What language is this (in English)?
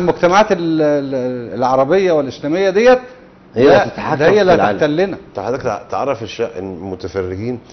Egyptian Arabic